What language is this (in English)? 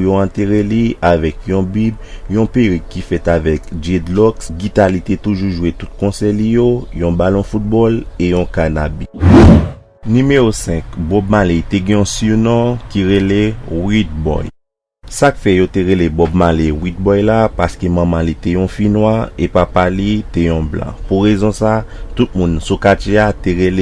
Haitian Creole